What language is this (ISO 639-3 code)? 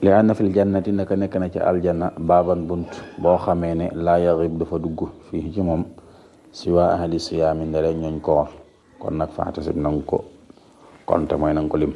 wol